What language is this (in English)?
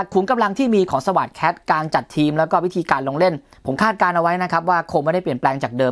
Thai